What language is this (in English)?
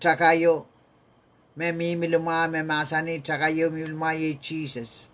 Pohnpeian